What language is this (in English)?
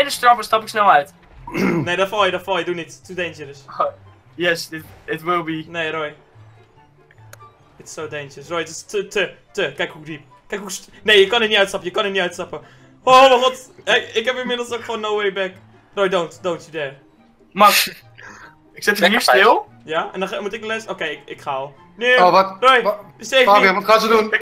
Dutch